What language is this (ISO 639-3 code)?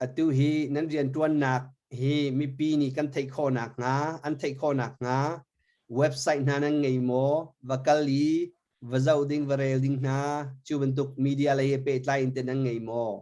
cnh